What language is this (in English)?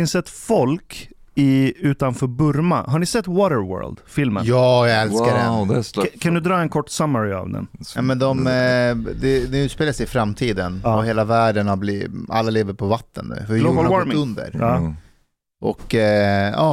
Swedish